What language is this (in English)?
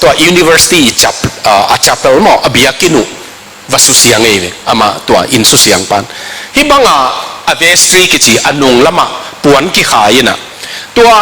Tedim Chin